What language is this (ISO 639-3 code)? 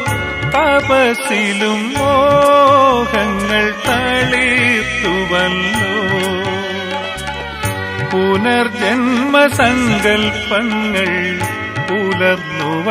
mal